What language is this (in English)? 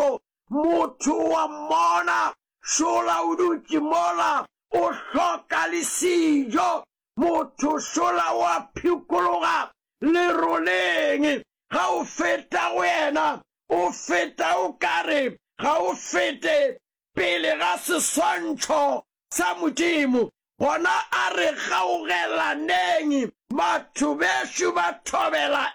Northern Sotho